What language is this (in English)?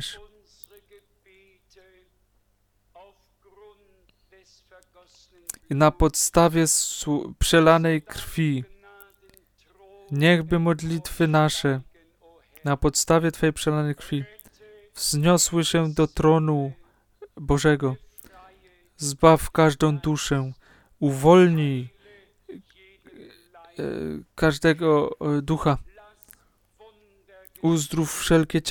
Polish